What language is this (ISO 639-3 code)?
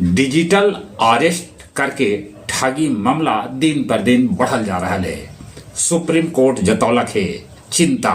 mag